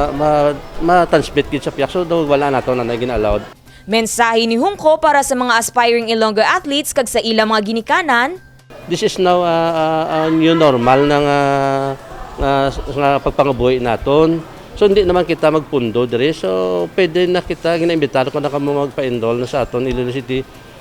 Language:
Hiligaynon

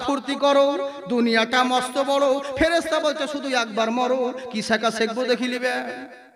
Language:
Bangla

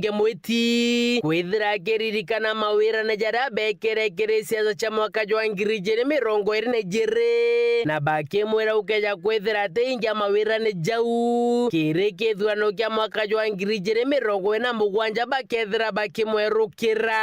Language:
Meru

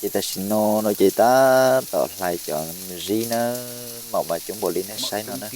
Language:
Hmong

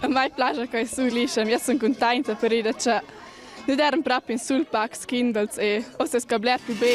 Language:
Romansh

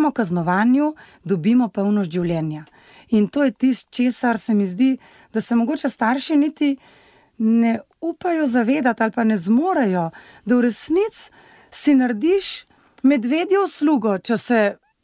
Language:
Slovenian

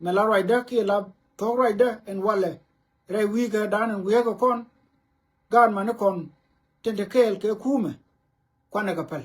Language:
Nuer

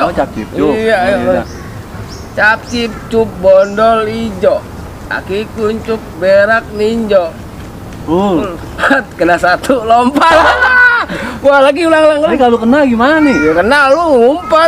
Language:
Betawi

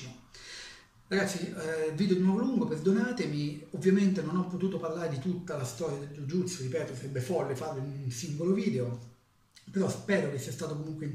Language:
Italian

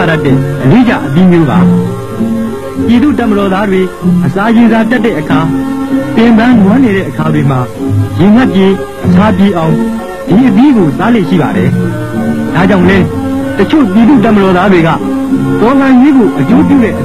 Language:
Burmese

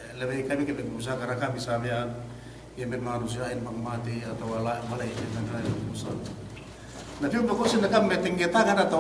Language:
Yakan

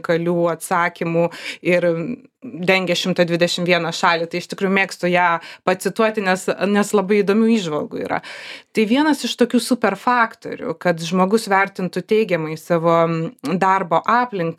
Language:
Lithuanian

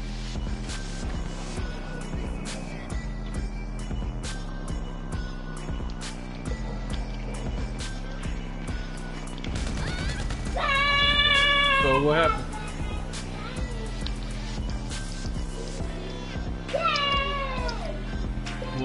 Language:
English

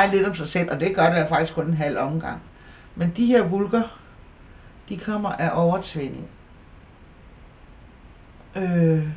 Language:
Danish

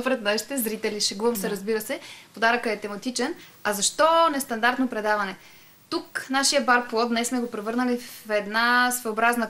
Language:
Bulgarian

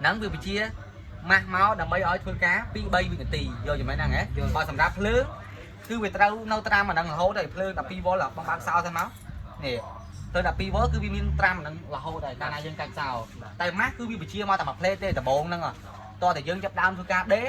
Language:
Khmer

